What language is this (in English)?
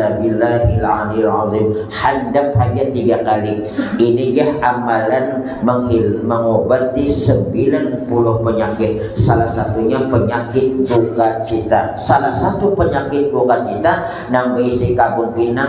Banjar